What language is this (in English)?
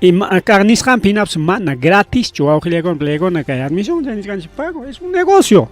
Ayacucho Quechua